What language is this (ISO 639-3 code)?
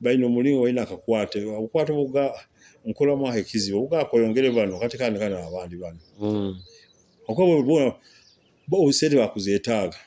nyo